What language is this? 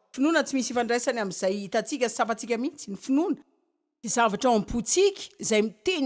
Malagasy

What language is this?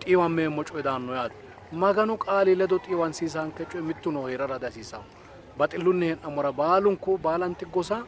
Sidamo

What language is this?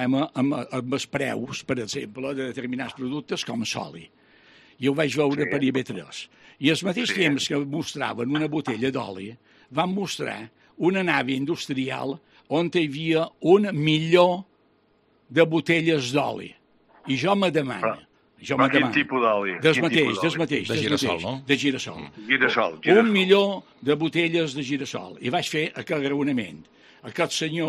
Catalan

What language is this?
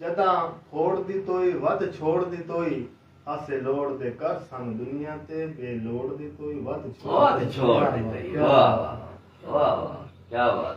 Saraiki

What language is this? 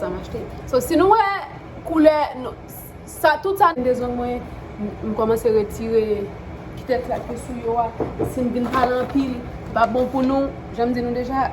Haitian Creole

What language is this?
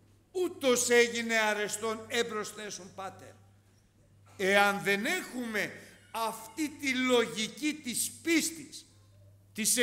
Greek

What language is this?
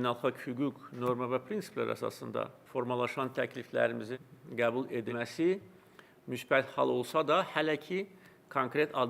Azerbaijani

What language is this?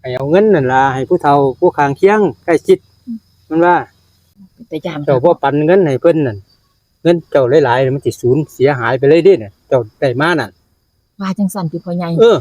Northeastern Thai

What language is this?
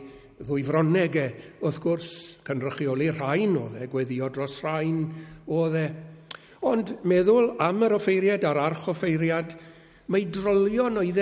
Welsh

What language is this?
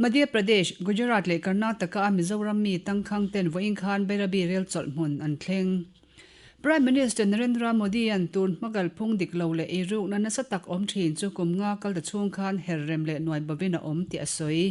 Mizo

